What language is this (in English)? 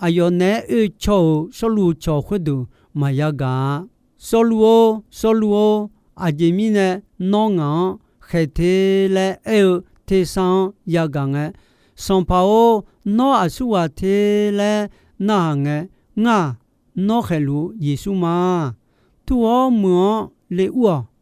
Akha